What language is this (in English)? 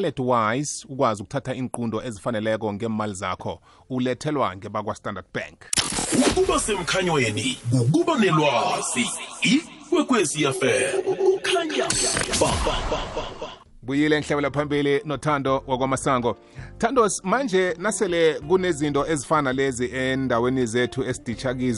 South Ndebele